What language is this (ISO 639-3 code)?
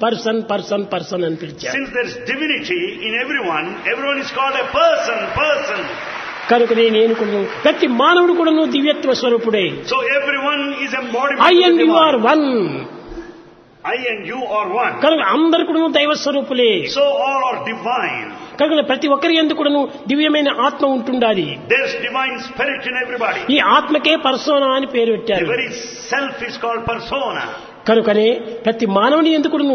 tel